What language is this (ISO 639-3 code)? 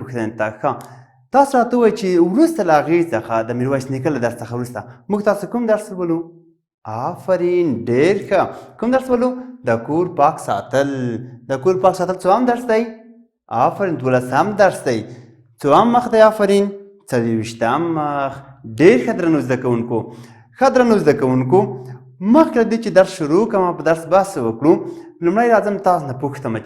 pus